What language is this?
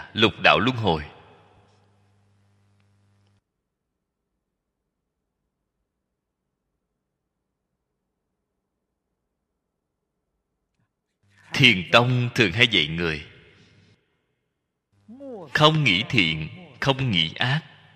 Vietnamese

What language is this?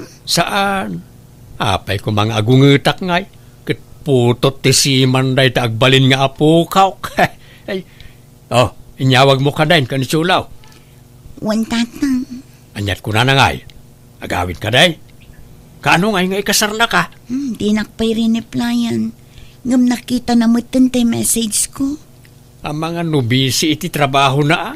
Iloko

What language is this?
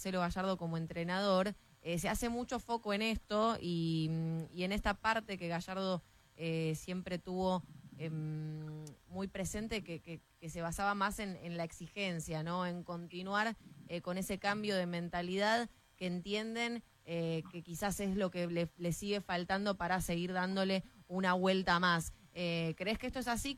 Spanish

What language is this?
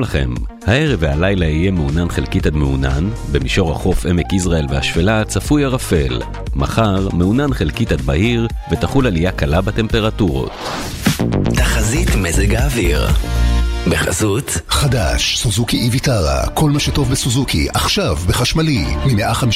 Hebrew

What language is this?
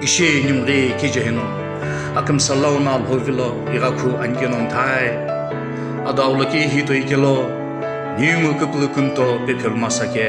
Sumi Naga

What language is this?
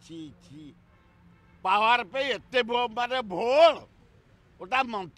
Odia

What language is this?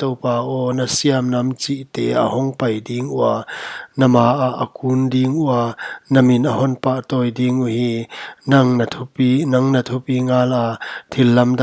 Paite Chin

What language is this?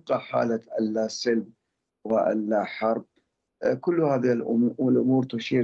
Arabic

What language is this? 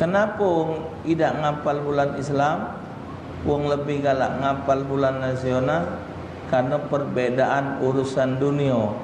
Musi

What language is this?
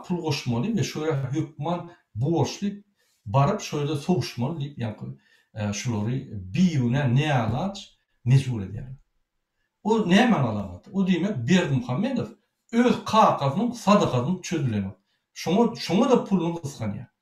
Turkmen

